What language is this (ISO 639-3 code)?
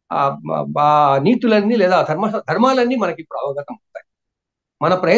tel